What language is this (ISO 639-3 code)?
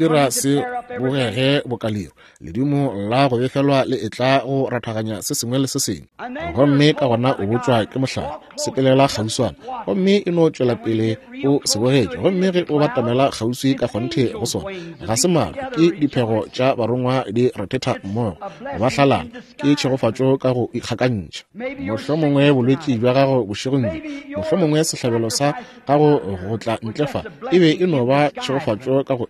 nso